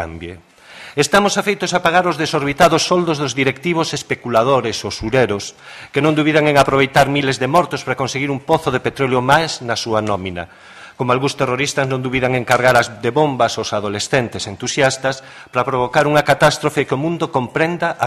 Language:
Galician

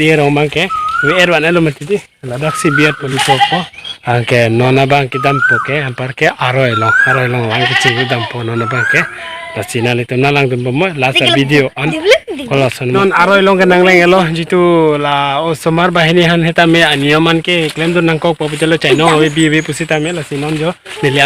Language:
Karbi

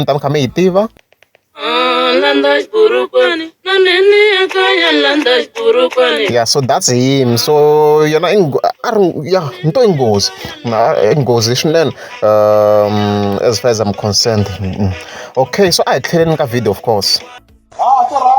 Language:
Tsonga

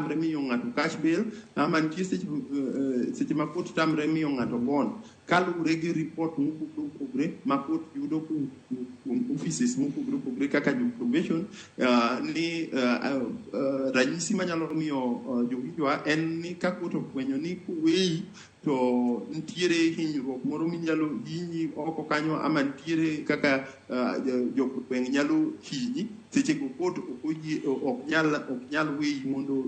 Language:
Luo (Kenya and Tanzania)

